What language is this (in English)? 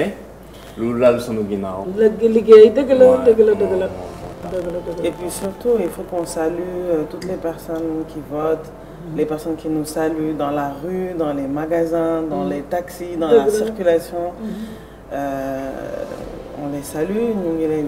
Wolof